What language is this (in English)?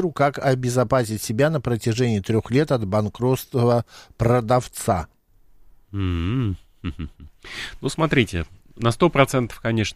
Russian